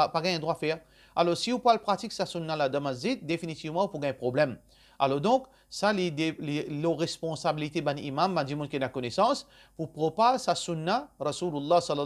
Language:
Morisyen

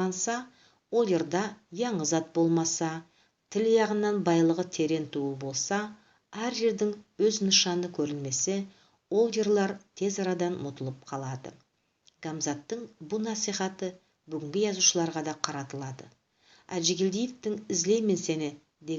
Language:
Nogai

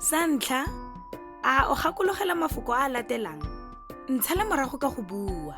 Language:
Tswana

